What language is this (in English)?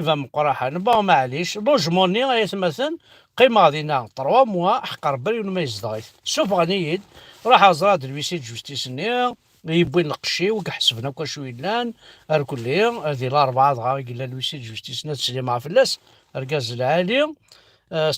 Kabyle